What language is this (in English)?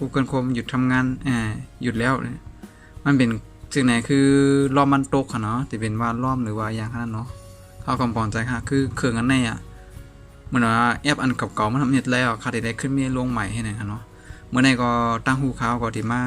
Shan